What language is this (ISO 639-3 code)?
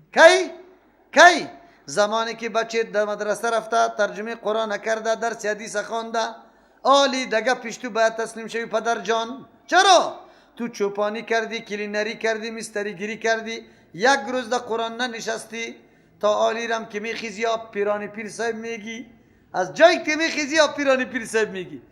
fas